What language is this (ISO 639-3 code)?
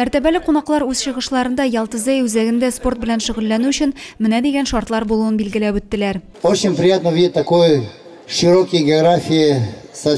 tat